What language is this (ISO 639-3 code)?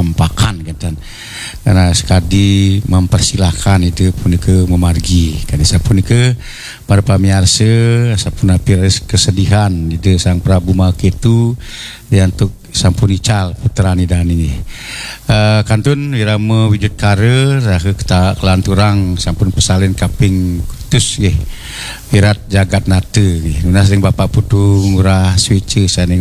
ban